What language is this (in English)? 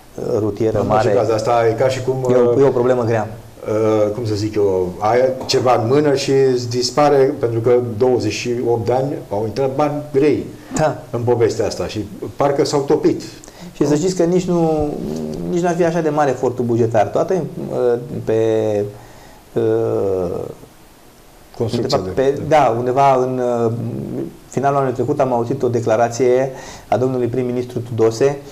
Romanian